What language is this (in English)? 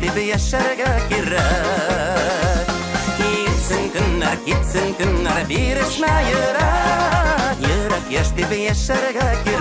Bashkir